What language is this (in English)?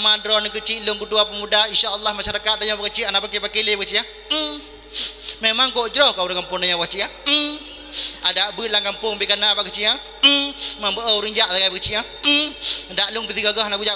Achinese